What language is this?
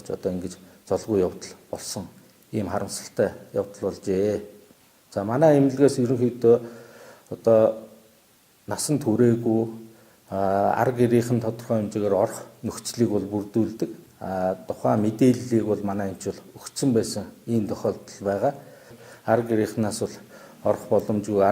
Mongolian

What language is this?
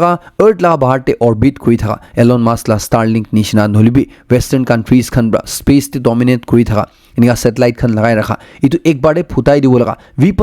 Naga Pidgin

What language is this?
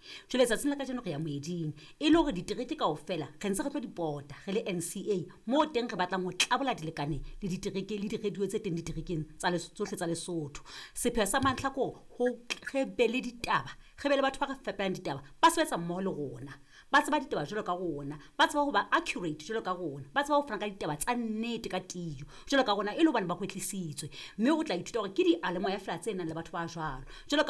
Southern Sotho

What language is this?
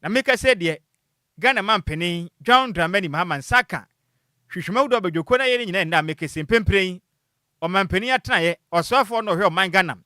Akan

